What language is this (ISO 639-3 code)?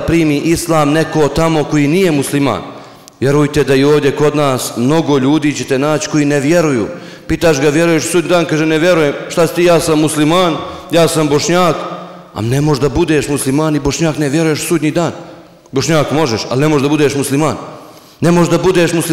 bos